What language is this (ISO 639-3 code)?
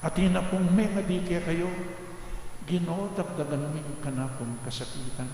pam